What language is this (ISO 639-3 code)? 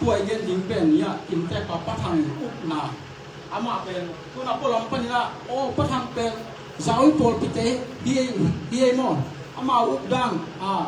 ctd